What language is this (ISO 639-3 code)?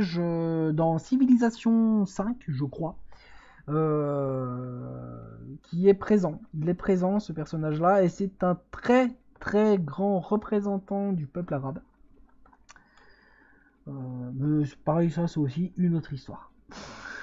fra